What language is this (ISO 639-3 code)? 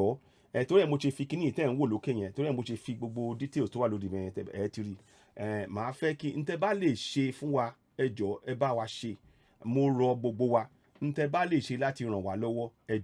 yor